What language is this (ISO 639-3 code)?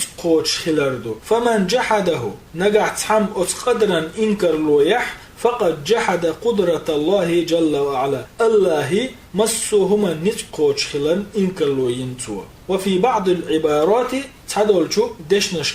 che